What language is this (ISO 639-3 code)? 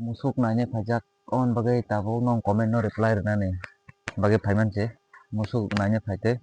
trp